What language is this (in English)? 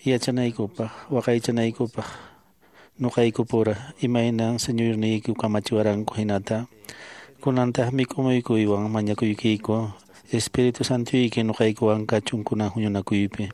Quechua